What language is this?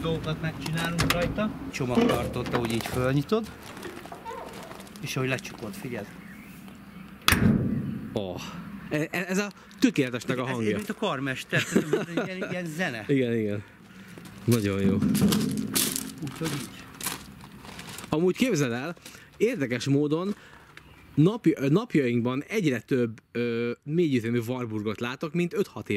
Hungarian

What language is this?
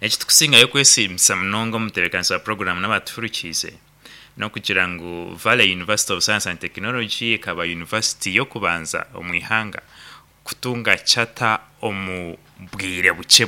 Nyankole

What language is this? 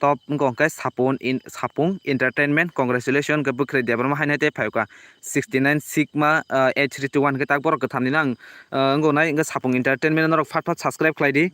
Kok Borok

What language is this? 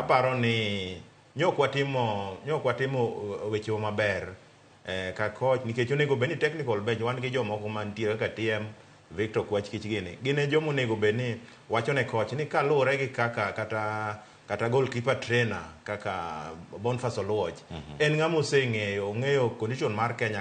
Luo (Kenya and Tanzania)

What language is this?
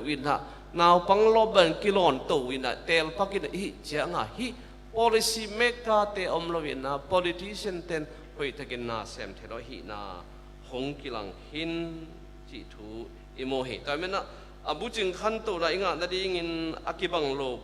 Tedim Chin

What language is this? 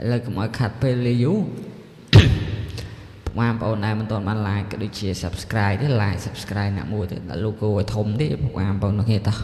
Khmer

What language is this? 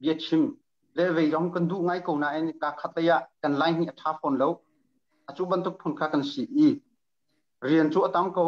Hakha Chin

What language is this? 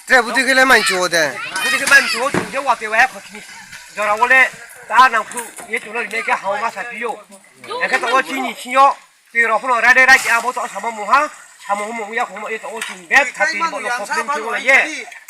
Riang (India)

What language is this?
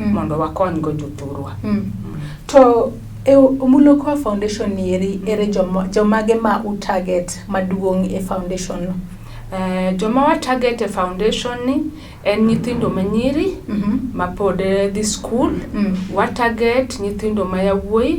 Luo (Kenya and Tanzania)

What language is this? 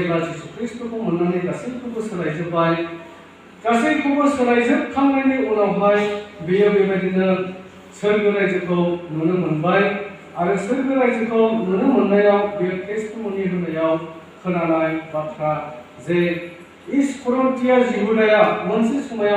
Bodo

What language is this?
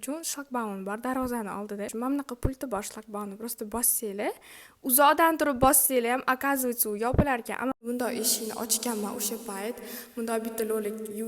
Uzbek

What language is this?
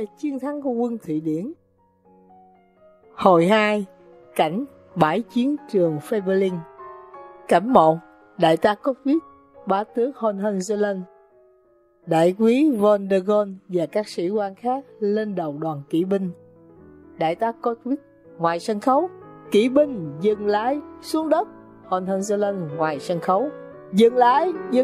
Vietnamese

